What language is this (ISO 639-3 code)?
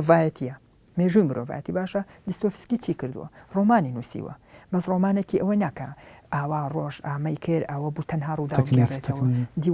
ckb